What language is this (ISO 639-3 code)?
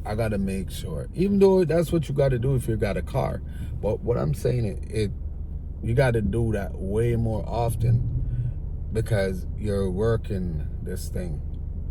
jam